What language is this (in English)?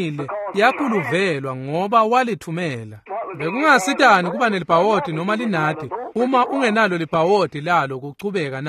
Swati